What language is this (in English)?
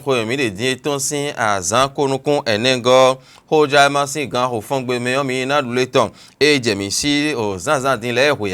Fon